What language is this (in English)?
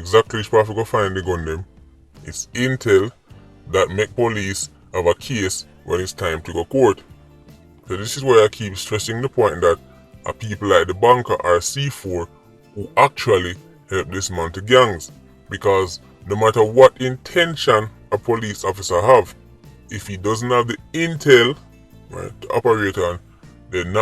Jamaican Creole English